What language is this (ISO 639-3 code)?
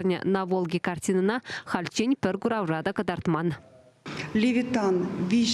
chv